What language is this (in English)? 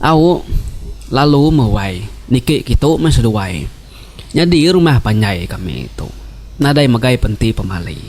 Iban